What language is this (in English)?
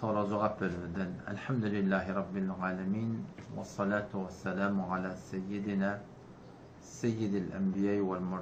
Turkmen